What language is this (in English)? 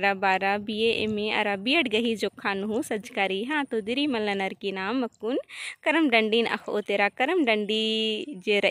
Kurukh